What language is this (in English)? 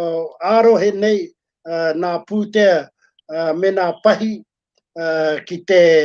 Māori